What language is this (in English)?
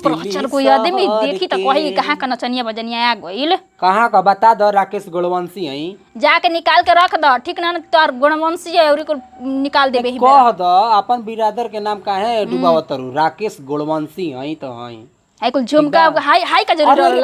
Bhojpuri